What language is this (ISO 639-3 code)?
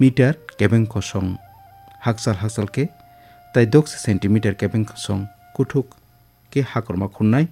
trp